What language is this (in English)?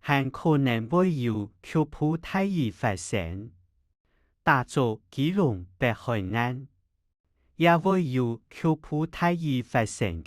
Hakka Chinese